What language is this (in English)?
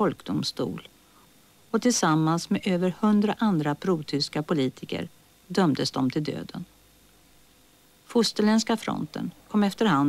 Swedish